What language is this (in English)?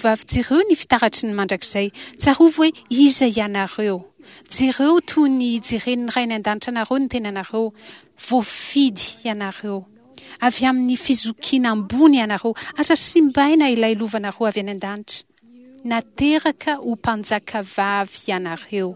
Malagasy